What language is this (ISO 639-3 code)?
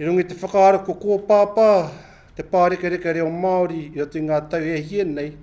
mri